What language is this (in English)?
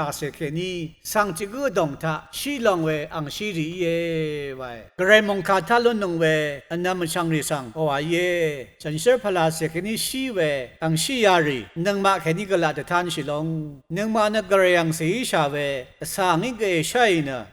Rawang